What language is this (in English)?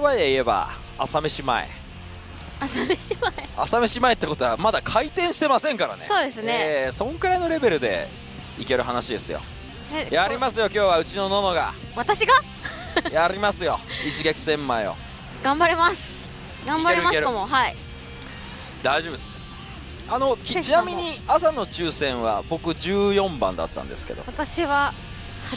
Japanese